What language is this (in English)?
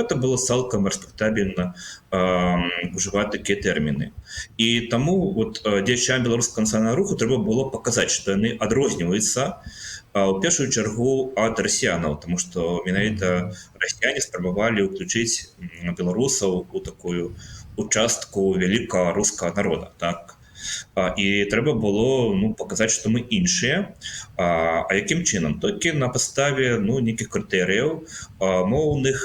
Belarusian